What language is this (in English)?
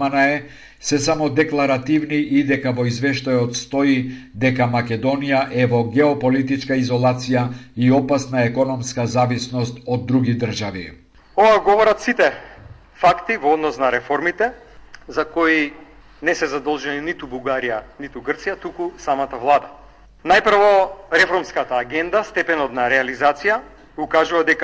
Macedonian